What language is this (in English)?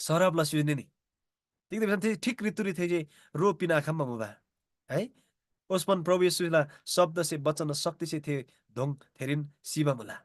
Eastern Tamang